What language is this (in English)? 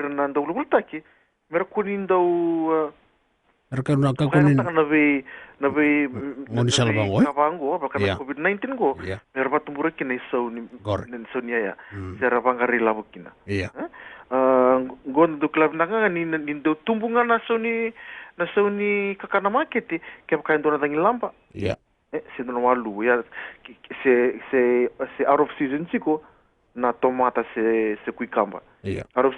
Fijian